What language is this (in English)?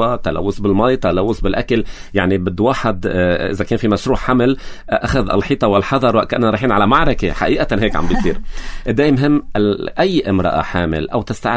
North Levantine Arabic